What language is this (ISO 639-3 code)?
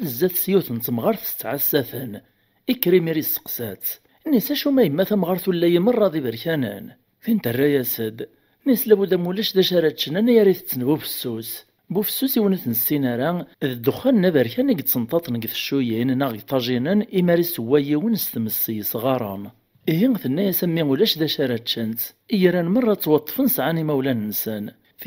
kab